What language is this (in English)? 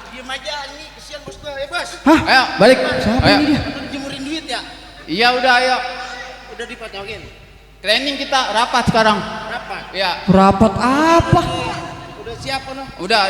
Betawi